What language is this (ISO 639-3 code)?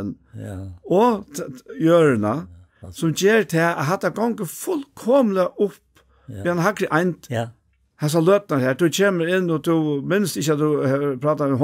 fao